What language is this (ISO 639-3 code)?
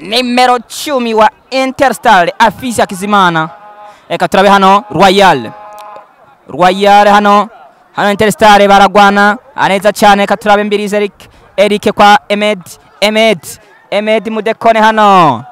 run